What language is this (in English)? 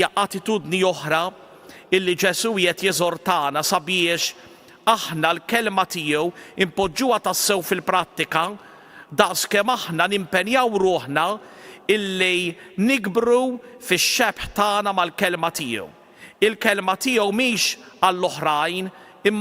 Maltese